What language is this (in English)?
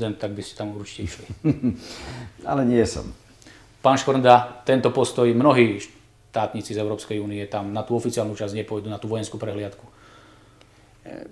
Slovak